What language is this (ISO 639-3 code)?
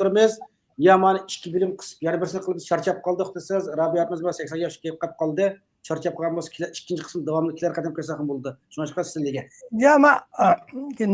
uig